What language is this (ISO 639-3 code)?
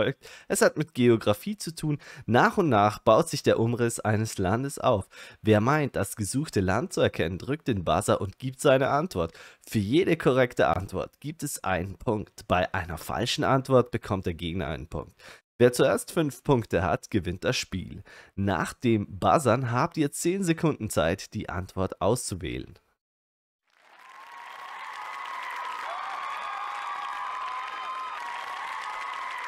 deu